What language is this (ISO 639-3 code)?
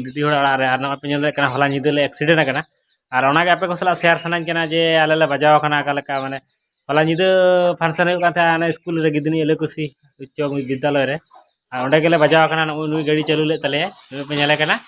sat